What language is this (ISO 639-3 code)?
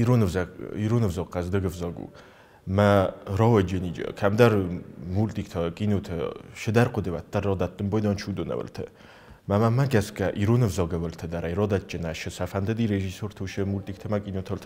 oss